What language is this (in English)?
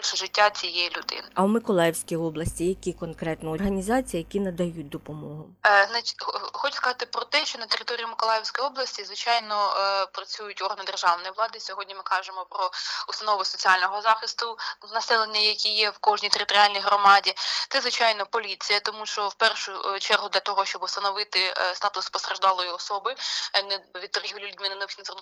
Ukrainian